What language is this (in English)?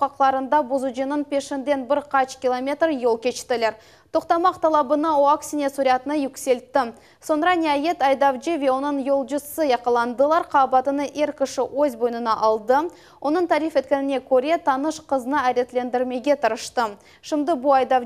Crimean Tatar